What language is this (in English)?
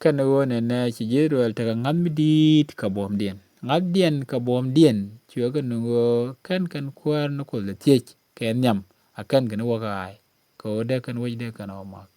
Nuer